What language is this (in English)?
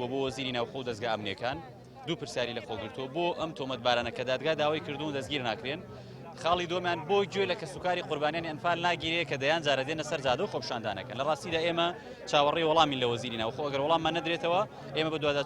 Central Kurdish